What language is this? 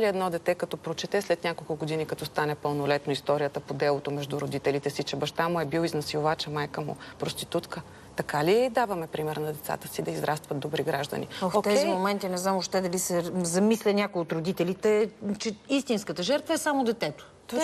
Bulgarian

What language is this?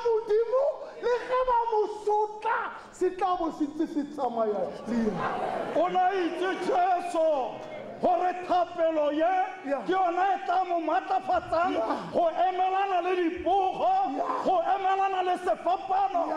Tswana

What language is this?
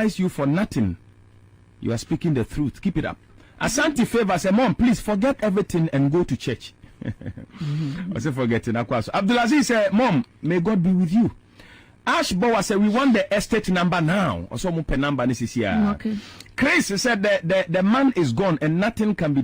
Akan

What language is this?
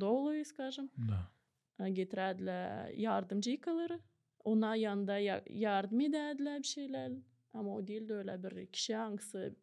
Gagauz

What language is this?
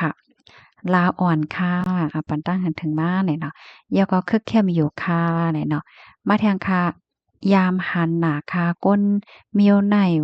Shan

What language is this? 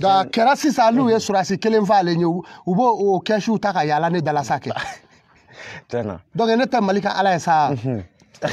Bambara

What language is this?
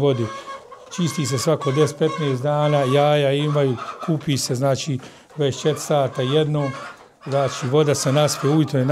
Bosnian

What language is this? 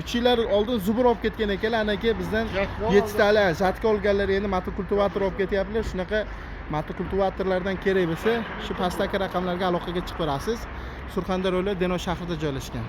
Uzbek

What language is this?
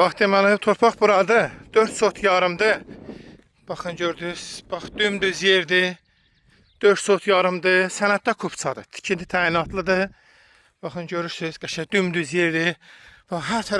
Azerbaijani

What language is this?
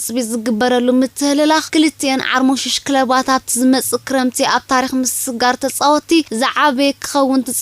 Tigrinya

